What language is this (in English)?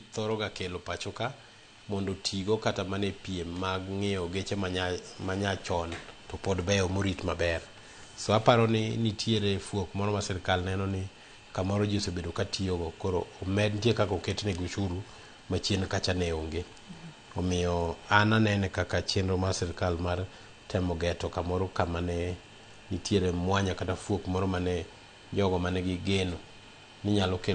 Luo (Kenya and Tanzania)